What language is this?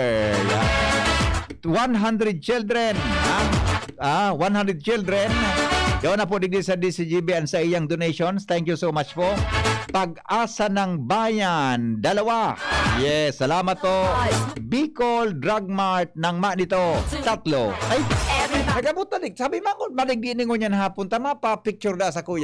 Bikol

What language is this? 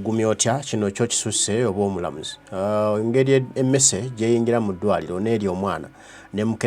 Ganda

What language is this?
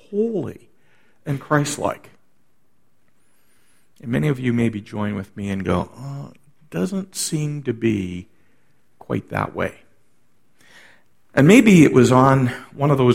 English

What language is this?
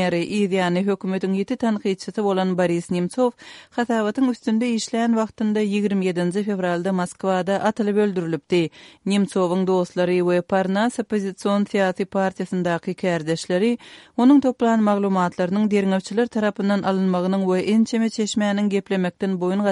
Kyrgyz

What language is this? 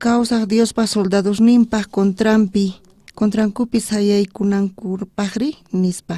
South Bolivian Quechua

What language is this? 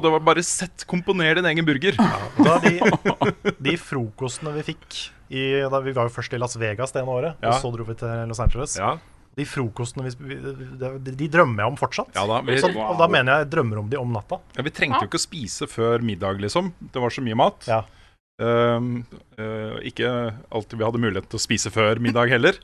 Norwegian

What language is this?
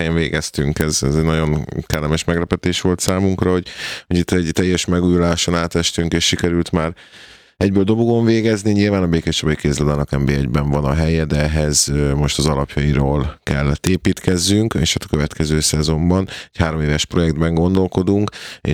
Hungarian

